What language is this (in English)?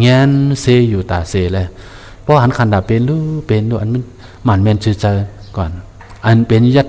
Shan